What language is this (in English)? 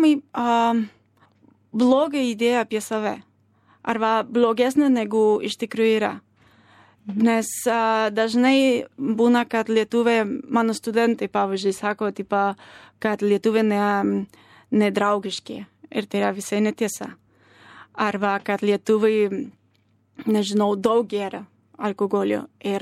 Lithuanian